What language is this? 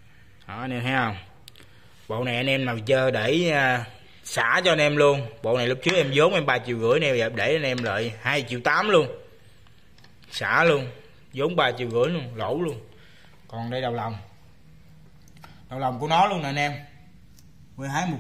Vietnamese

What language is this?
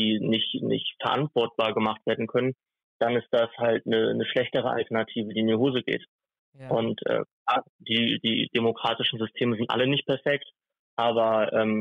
German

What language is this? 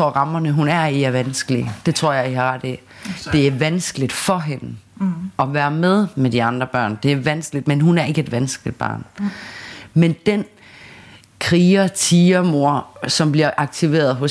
Danish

